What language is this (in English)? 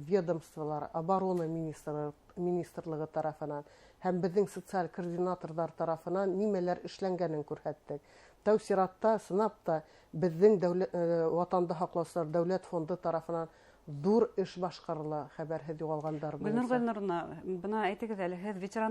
Bashkir